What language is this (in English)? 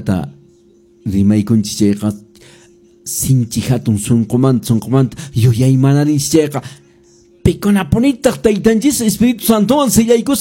Quechua